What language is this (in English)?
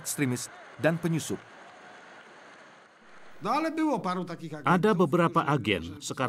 Indonesian